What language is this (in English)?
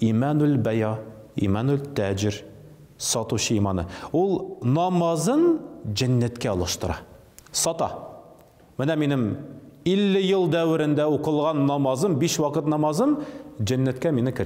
Tatar